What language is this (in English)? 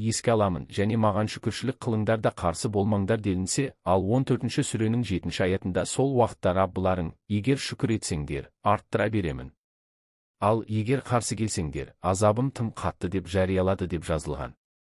Kazakh